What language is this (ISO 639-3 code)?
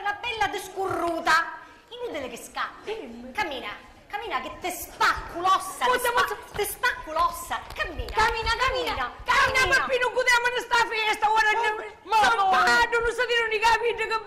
scn